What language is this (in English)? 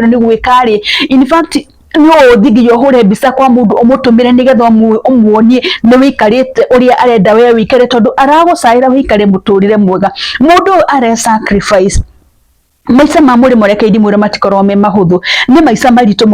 Kikuyu